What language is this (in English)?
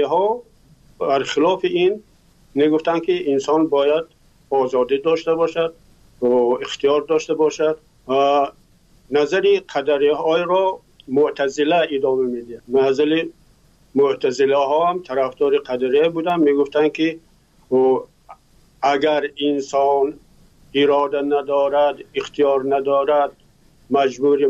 Persian